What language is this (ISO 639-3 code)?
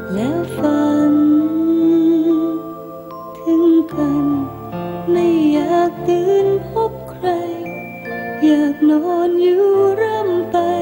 tha